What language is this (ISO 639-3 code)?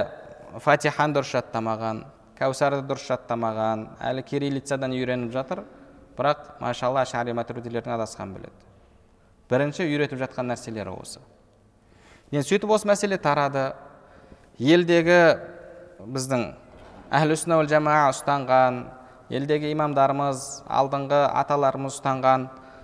kaz